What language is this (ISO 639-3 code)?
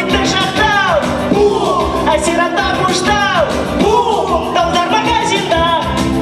bak